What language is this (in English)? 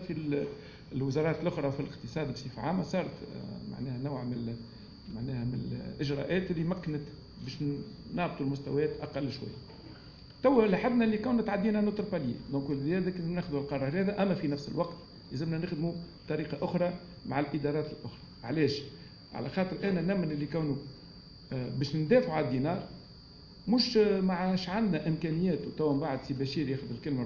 Tunisian Arabic